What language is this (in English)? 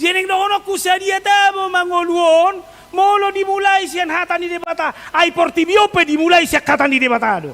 Batak Toba